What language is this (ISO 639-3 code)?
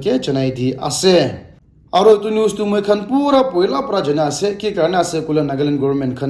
nag